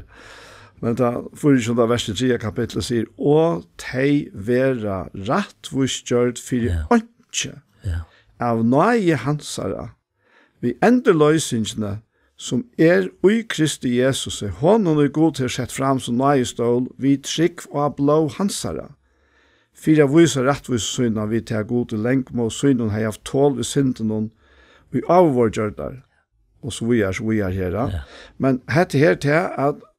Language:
Faroese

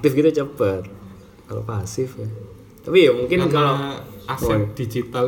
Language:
Indonesian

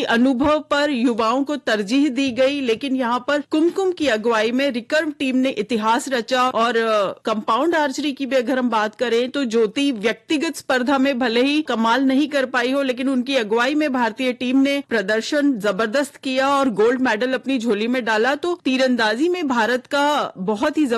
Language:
Hindi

